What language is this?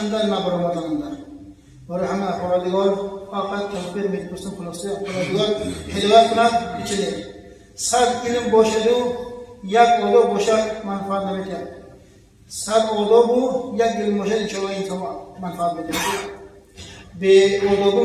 Tajik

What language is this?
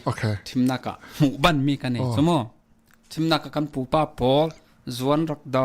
Falam Chin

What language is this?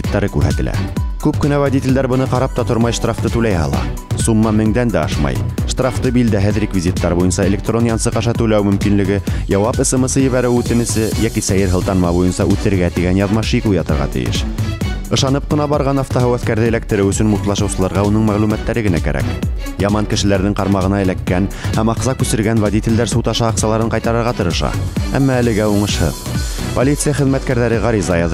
Bashkir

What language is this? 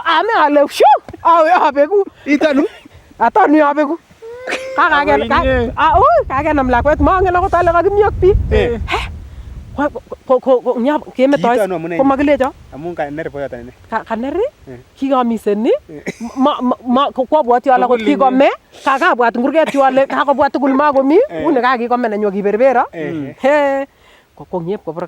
Nandi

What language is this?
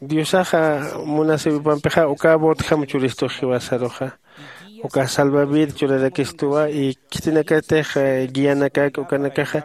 Aymara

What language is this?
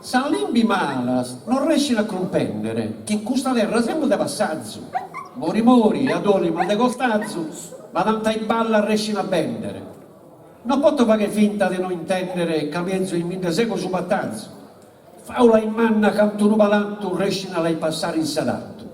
Sardinian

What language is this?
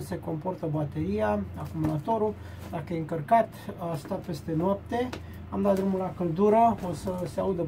Romanian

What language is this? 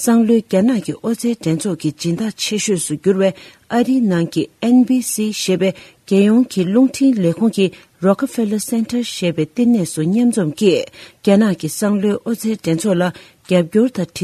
Tibetan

